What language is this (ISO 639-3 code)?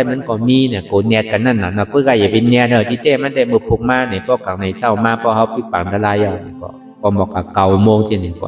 shn